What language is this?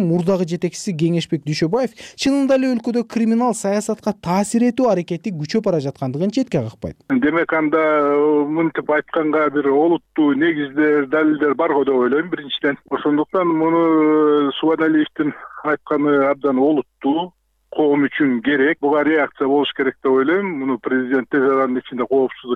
Kyrgyz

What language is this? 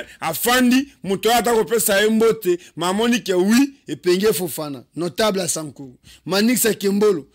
Lingala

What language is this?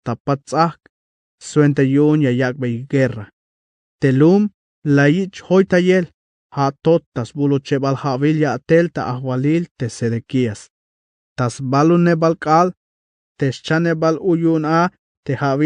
Tzeltal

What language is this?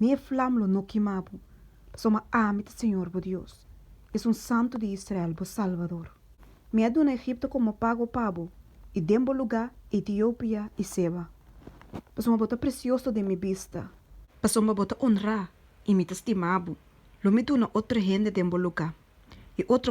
Papiamento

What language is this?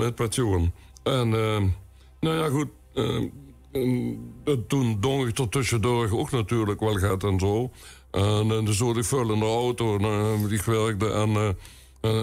Limburgish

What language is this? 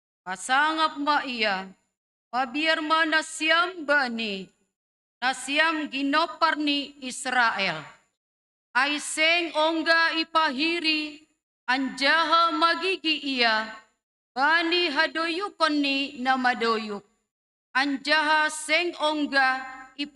Batak Simalungun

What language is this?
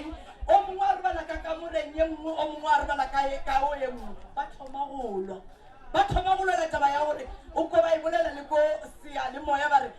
Northern Sotho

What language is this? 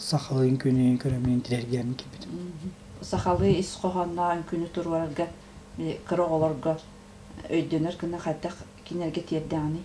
Yakut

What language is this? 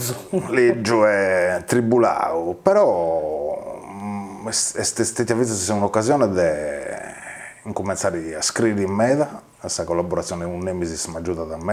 Sardinian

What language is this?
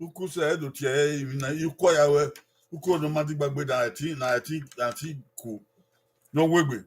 Bini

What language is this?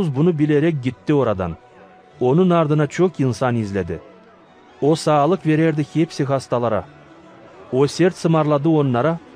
Gagauz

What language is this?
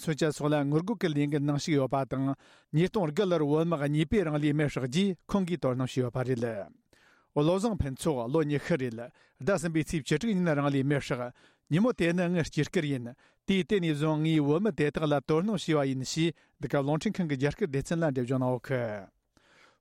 Tibetan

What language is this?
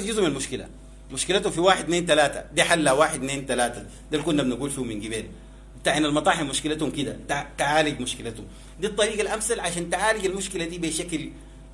Sudanese Arabic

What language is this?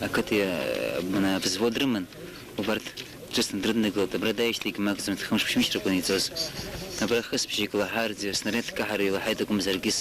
Abkhazian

